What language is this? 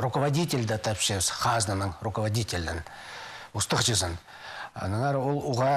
Khakas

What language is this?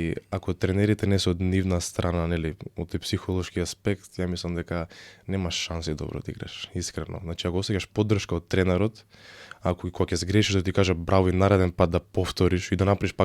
Macedonian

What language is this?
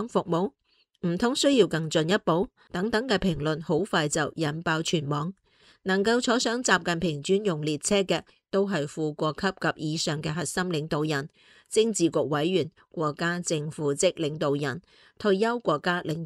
Cantonese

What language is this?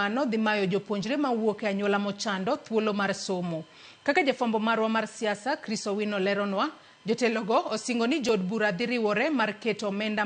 Luo (Kenya and Tanzania)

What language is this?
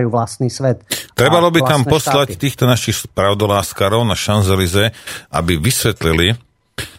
Slovak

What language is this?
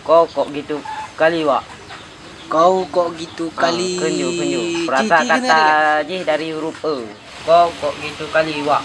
Achinese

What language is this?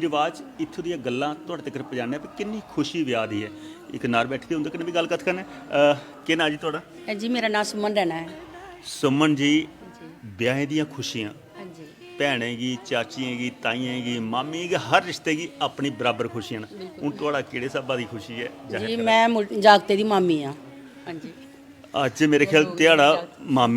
Dogri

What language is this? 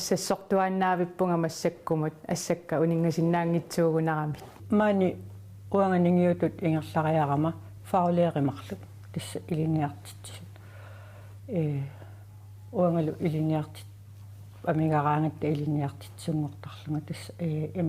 Kalaallisut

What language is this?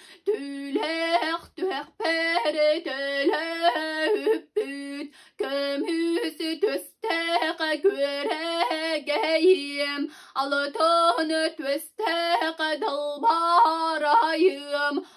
Yakut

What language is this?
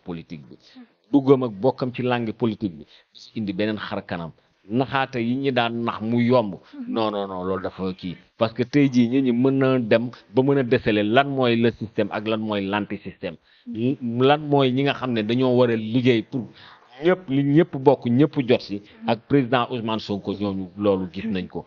Wolof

